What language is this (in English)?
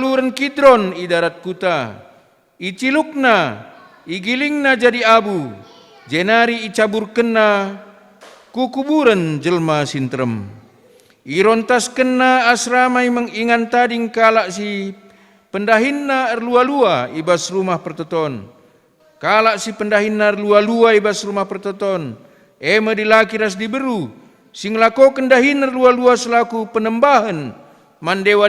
Batak Karo